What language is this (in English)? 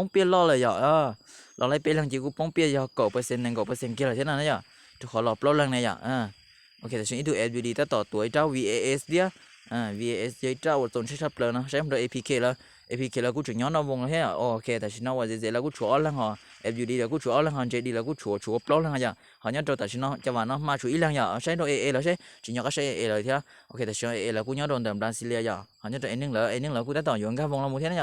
Hmong